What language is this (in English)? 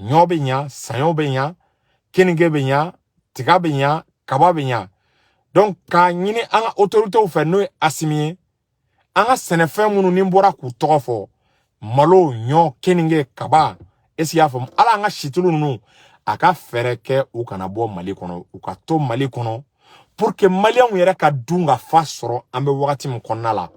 Bambara